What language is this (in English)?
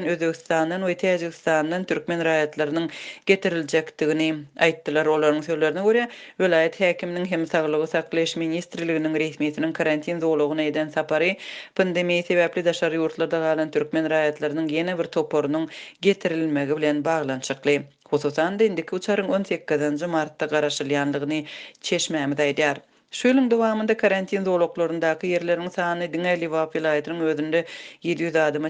Turkmen